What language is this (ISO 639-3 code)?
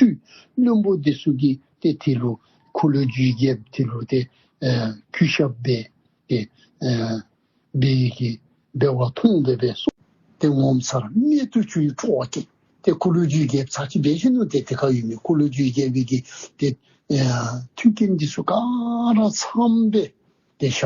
dzo